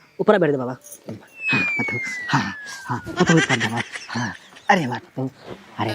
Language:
Awadhi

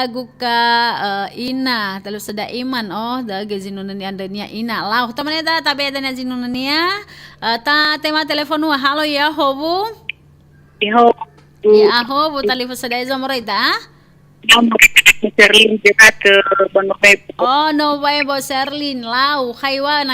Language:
Nias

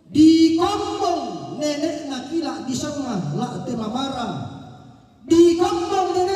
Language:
Toraja-Sa'dan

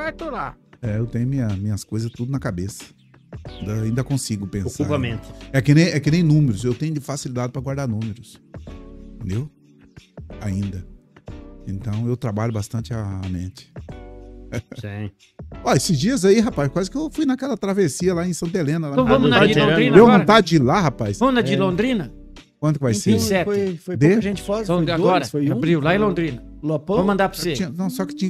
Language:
Portuguese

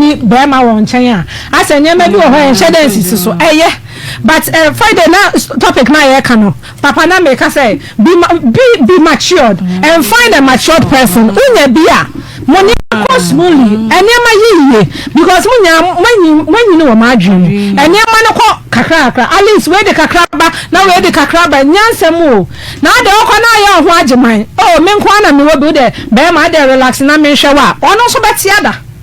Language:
Akan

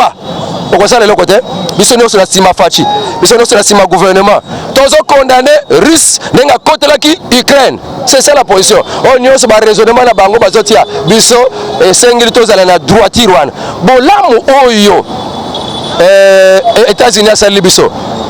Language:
Lingala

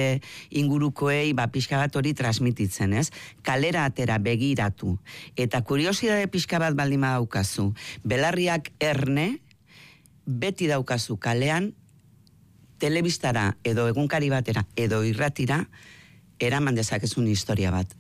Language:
Basque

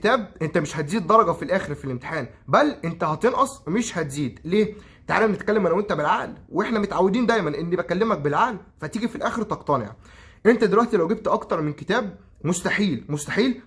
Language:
Egyptian Arabic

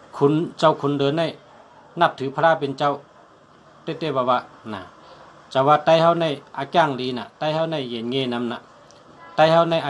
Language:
Shan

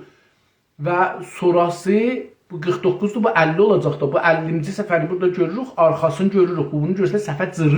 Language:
South Azerbaijani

